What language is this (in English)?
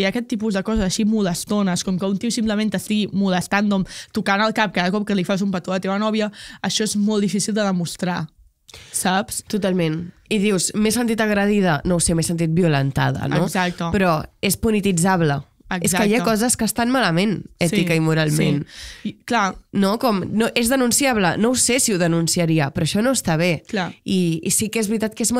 Catalan